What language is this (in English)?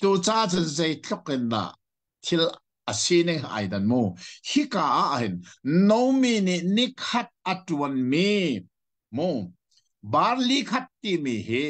Hakha Chin